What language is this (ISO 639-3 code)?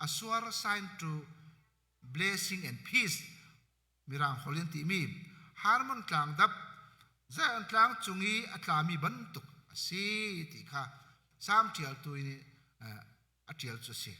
cnh